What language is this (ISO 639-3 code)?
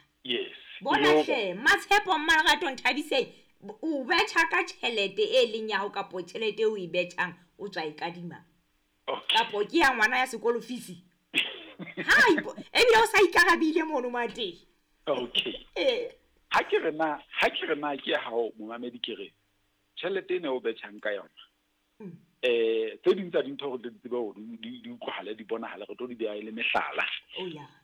sot